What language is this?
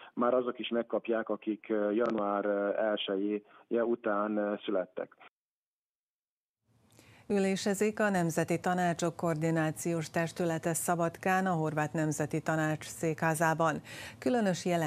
Hungarian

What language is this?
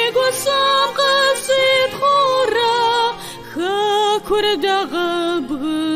Kabardian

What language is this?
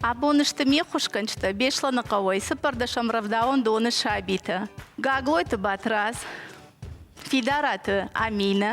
Ossetic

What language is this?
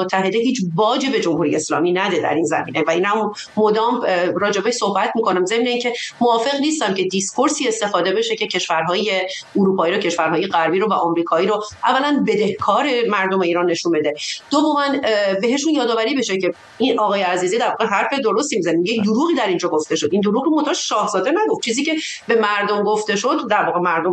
Persian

